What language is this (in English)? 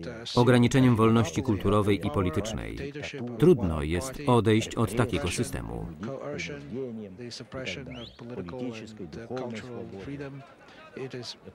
Polish